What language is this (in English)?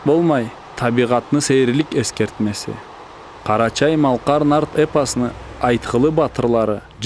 Karachay-Balkar